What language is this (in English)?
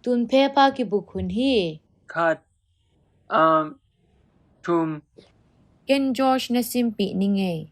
Tedim Chin